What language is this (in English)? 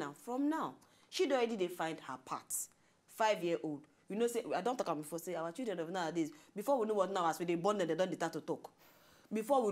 Nigerian Pidgin